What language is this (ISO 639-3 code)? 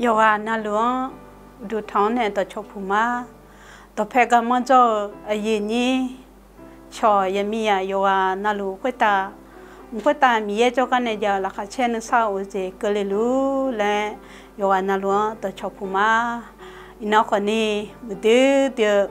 ahk